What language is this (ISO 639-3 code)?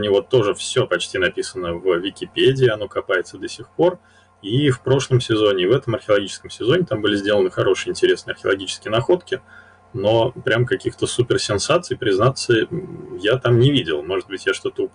rus